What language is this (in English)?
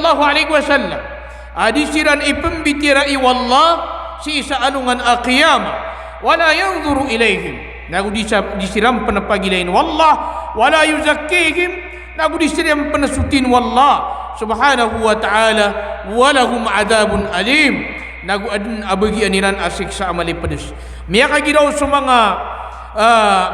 Maranao